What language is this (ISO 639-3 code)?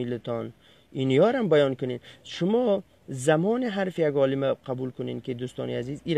fas